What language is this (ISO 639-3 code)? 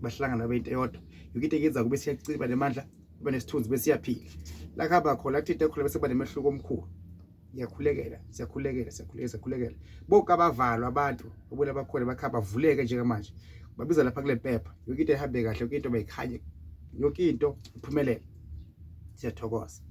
zul